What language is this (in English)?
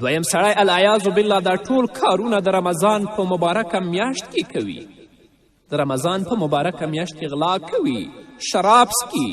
Pashto